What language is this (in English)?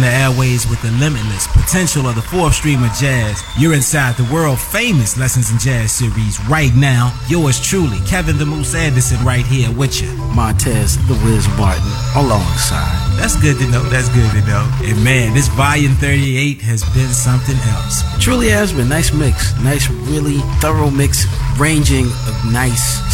English